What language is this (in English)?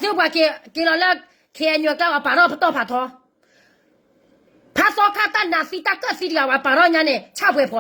S'gaw Karen